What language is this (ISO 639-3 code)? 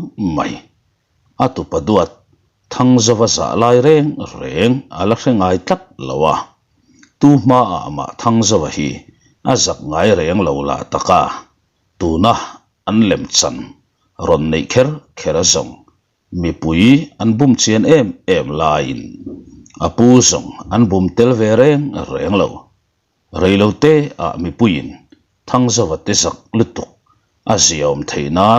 lus